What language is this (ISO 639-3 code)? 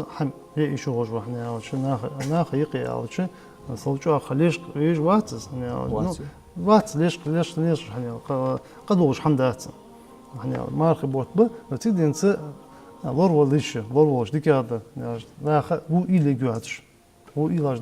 inh